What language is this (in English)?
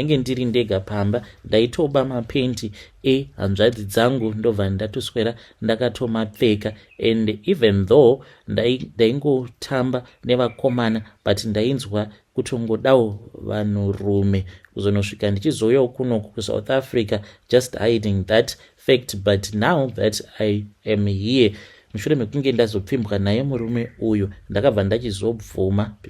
Shona